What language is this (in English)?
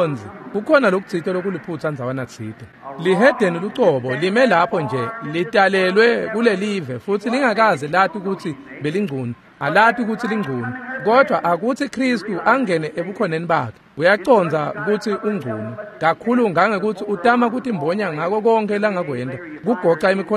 Swati